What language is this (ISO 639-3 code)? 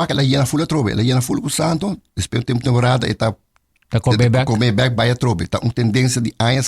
pap